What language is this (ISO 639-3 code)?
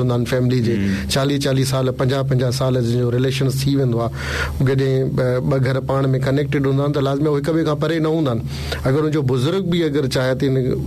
snd